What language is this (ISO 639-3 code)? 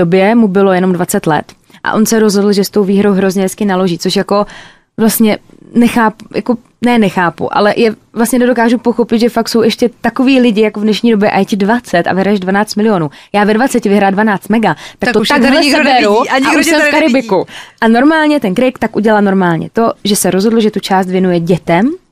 ces